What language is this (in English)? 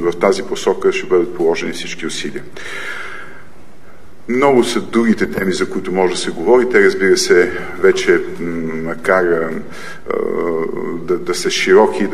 Bulgarian